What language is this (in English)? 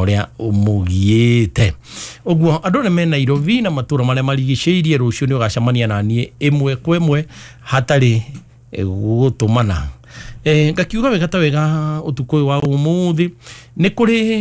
Kikuyu